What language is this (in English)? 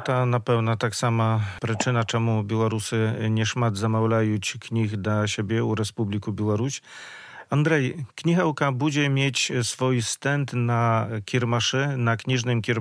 Belarusian